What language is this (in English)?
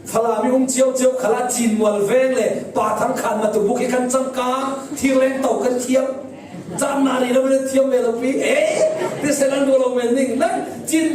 Falam Chin